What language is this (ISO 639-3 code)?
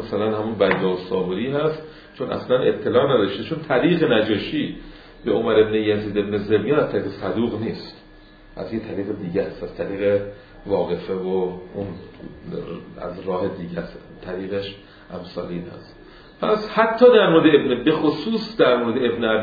fas